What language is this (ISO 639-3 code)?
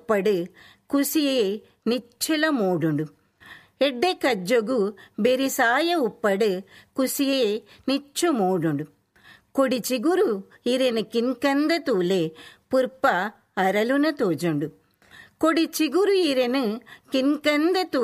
tcy